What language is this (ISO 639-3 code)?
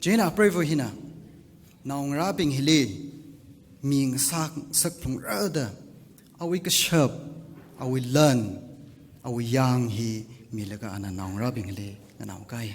nmf